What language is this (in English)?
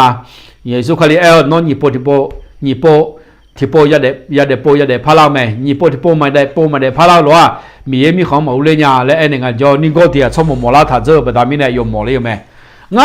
Akha